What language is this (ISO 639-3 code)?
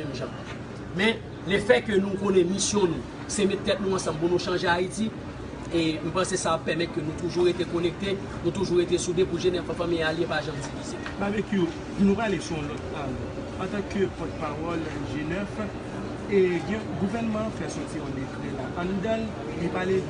hat